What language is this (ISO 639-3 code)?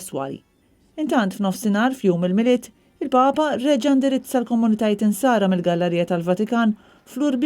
mlt